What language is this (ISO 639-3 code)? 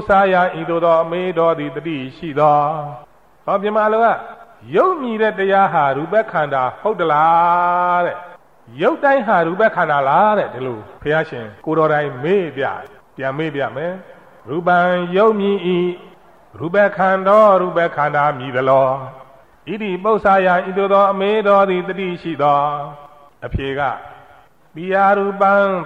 mya